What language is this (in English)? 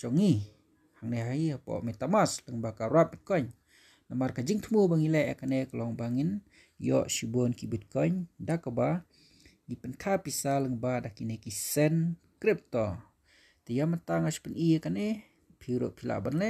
Khasi